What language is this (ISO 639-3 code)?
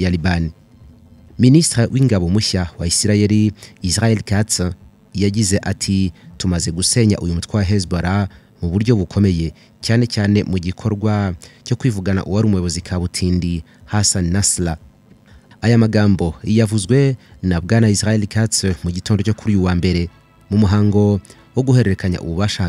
kin